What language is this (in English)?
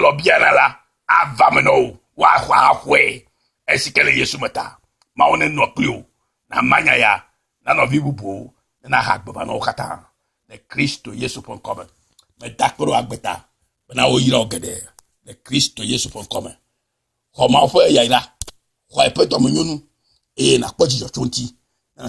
Ewe